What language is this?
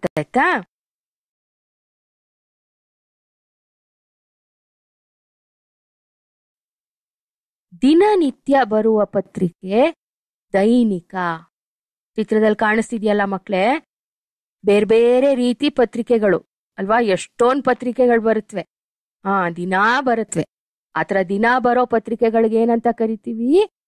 Kannada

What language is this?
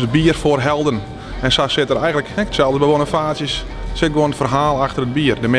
Western Frisian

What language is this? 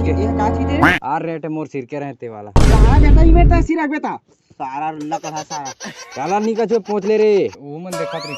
Chhattisgarhi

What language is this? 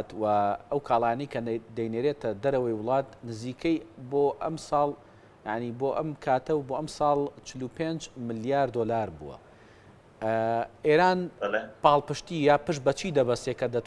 Central Kurdish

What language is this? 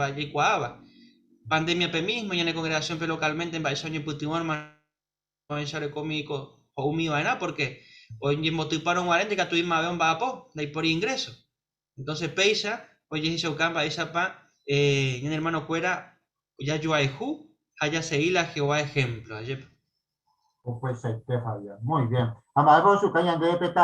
Guarani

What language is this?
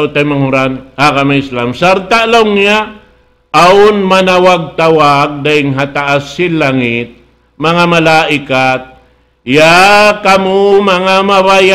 Tausug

